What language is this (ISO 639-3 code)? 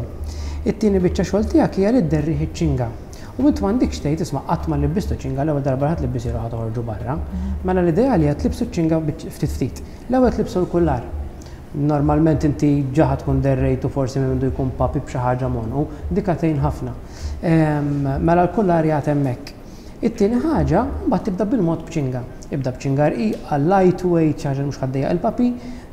mlt